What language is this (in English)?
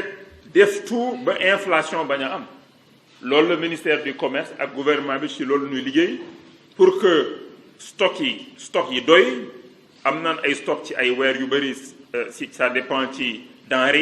Wolof